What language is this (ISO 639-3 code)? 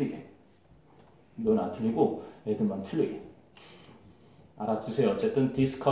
kor